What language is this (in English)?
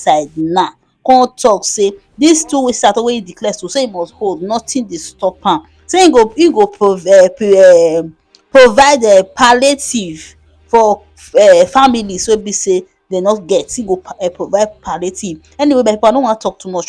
Nigerian Pidgin